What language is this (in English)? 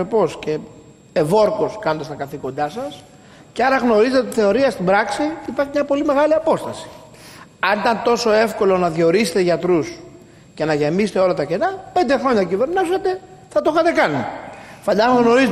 Greek